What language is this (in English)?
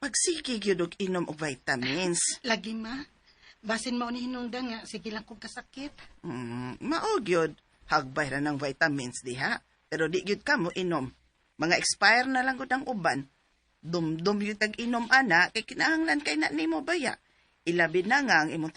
Cebuano